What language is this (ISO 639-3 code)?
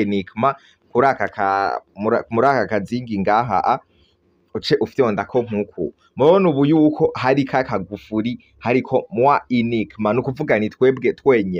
run